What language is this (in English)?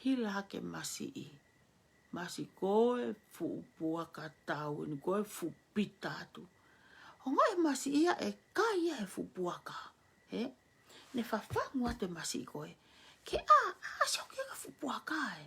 Tongan